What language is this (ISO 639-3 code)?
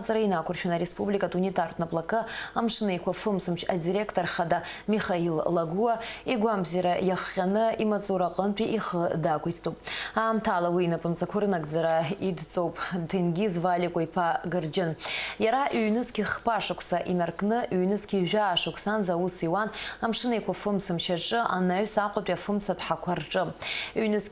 abk